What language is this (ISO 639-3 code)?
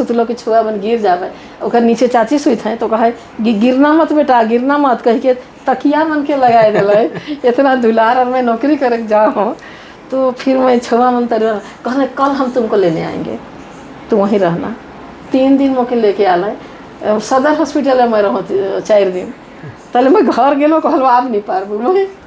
sck